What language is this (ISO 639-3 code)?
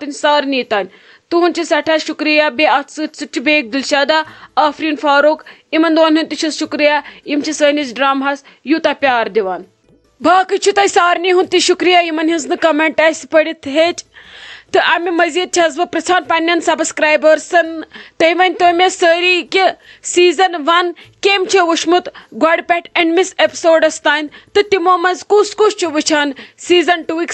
kas